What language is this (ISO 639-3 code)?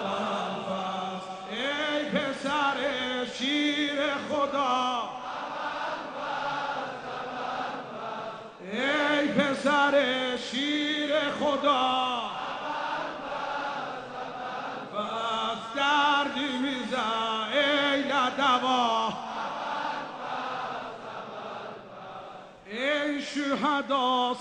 fas